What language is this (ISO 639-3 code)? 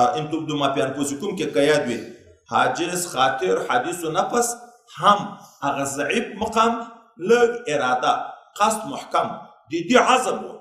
pus